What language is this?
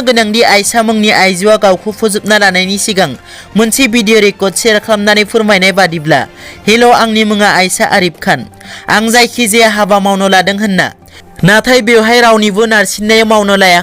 Bodo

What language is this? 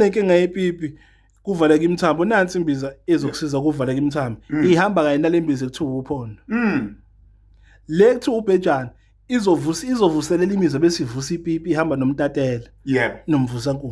Zulu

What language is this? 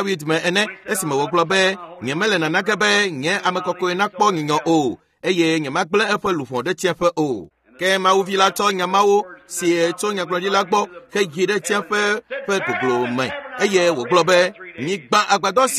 Ewe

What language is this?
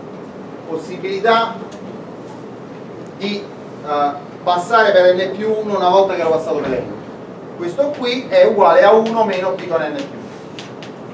Italian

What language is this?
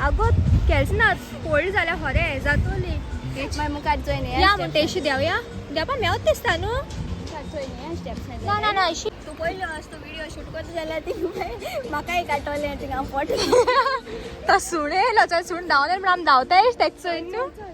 Konkani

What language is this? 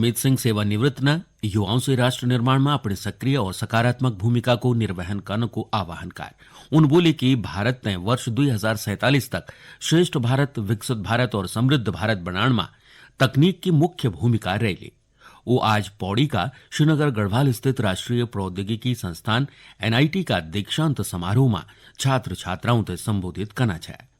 Garhwali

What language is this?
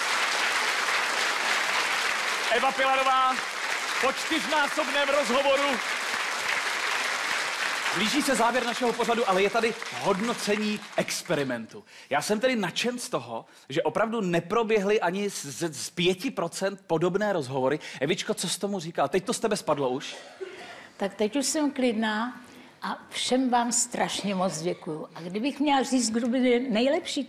Czech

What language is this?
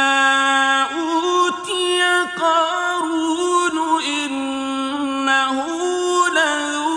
Arabic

